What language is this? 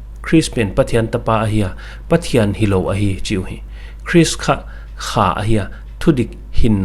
Paite Chin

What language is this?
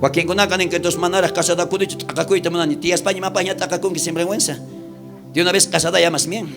South Bolivian Quechua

